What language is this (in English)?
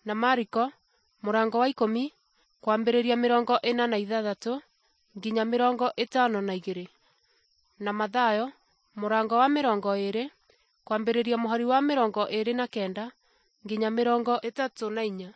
Kikuyu